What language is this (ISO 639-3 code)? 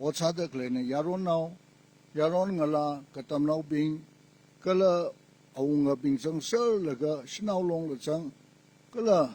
nmf